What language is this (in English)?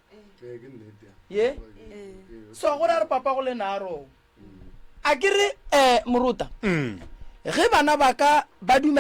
Northern Sotho